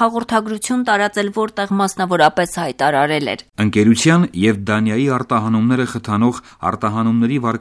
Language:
Armenian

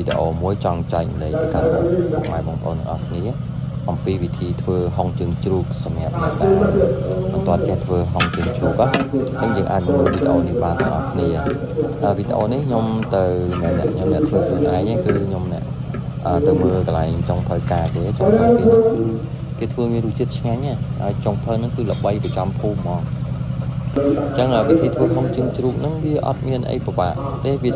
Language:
Khmer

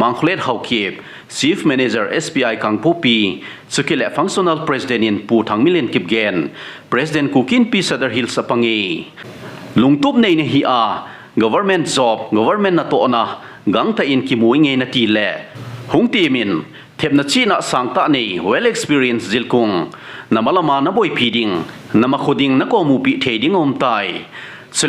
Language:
Thado Chin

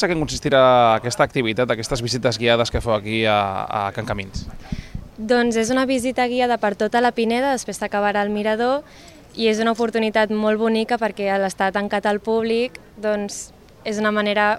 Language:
Catalan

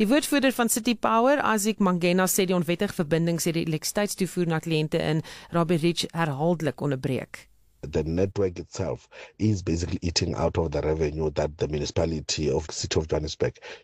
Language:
Afrikaans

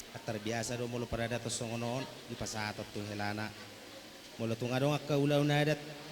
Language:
Batak Toba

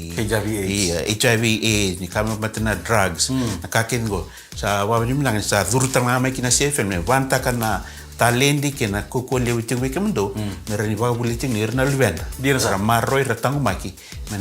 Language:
Fijian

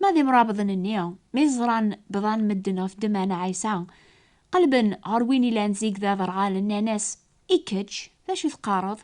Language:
Kabyle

